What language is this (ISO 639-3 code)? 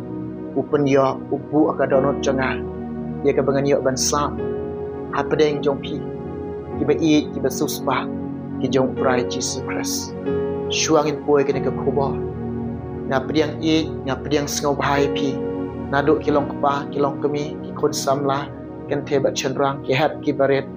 kha